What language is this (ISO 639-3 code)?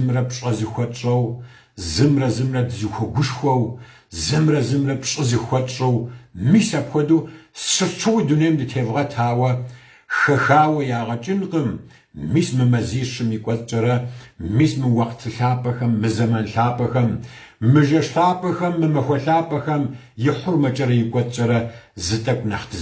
kbd